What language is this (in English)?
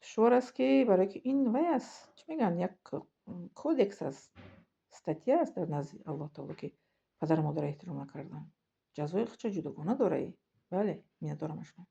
Tajik